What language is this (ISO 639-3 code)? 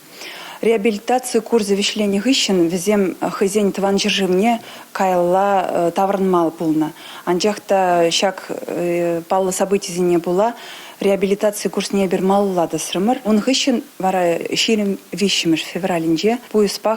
chv